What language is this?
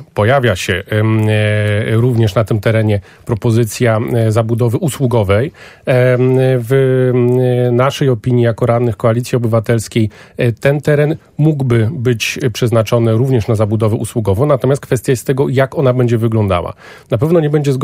Polish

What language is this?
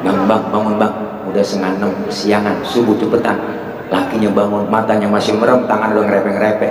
Betawi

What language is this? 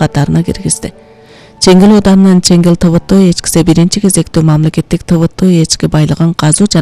Kyrgyz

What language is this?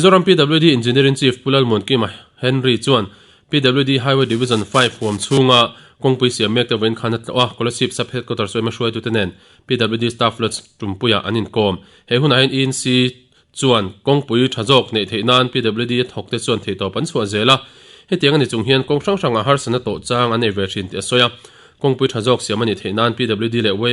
Mizo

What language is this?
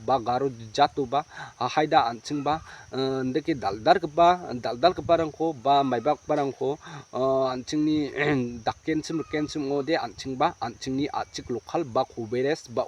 Garo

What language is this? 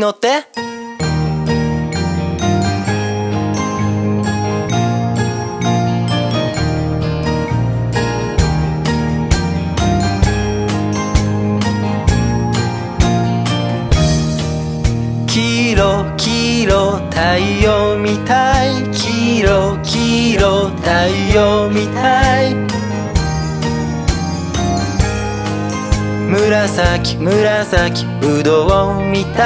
Japanese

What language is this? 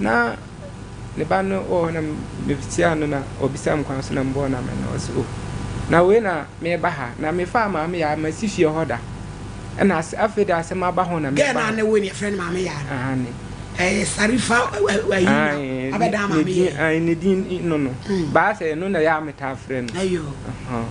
Akan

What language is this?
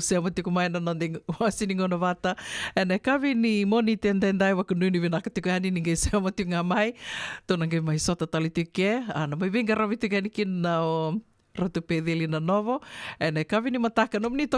Fijian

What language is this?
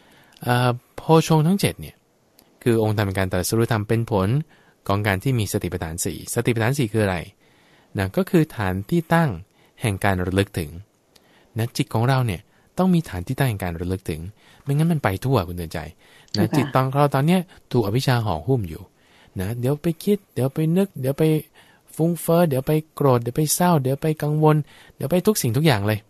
Thai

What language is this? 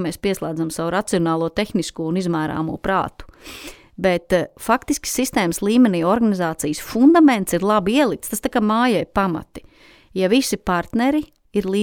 Latvian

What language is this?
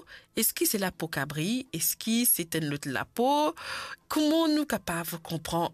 Morisyen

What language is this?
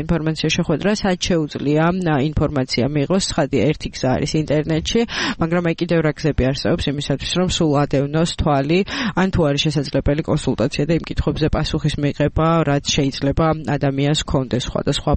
Georgian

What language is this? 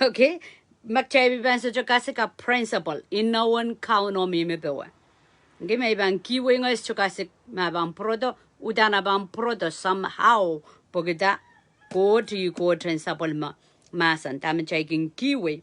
Pohnpeian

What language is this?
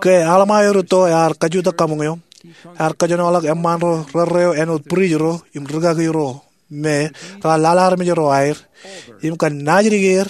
Marshallese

